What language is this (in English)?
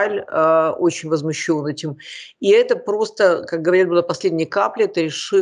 Russian